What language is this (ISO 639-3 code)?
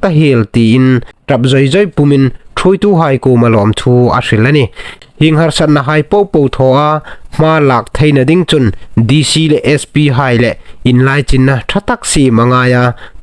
hmr